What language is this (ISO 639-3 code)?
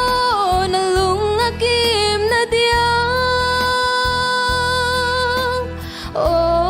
ctd